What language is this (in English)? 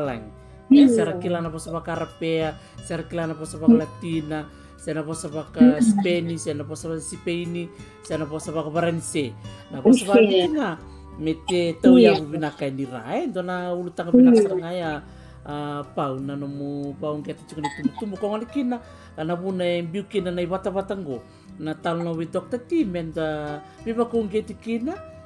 Fijian